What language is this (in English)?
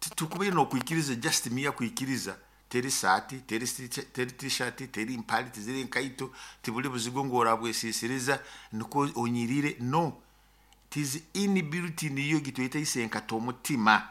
Nyoro